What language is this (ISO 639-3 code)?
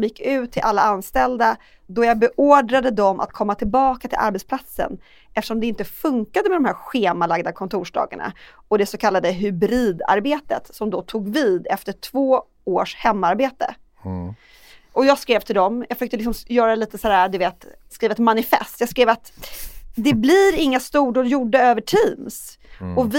swe